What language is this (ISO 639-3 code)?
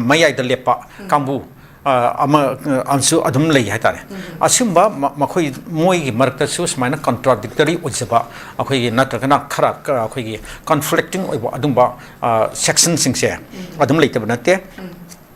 mni